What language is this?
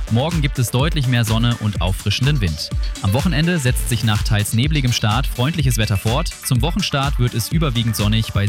German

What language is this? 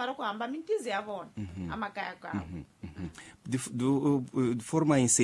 Tsonga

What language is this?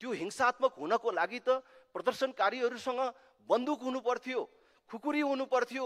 Nepali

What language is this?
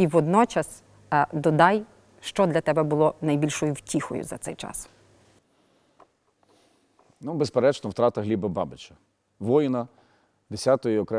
Ukrainian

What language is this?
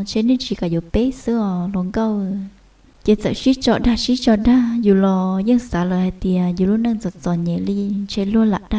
Hmong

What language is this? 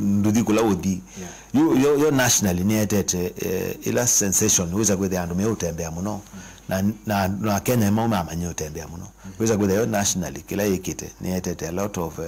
Kamba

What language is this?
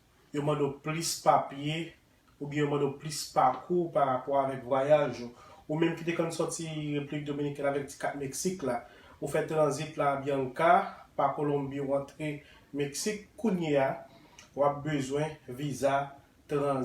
Haitian Creole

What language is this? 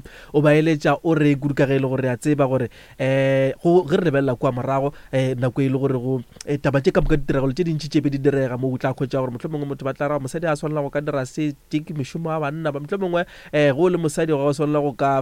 Northern Sotho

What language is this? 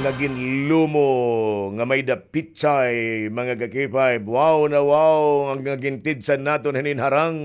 Waray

